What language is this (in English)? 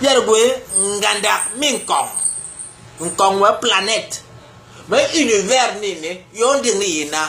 Basaa